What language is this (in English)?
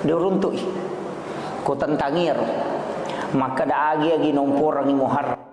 Buginese